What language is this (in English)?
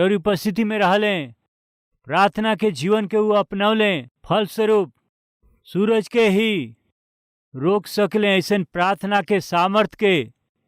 Bhojpuri